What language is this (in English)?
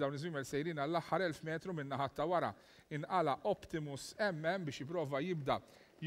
Maltese